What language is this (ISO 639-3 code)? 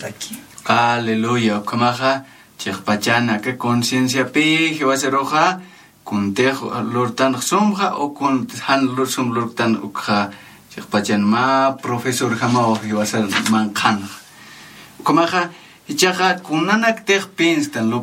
aym